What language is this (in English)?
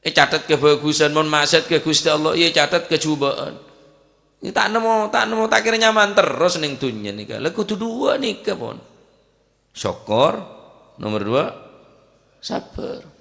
Madurese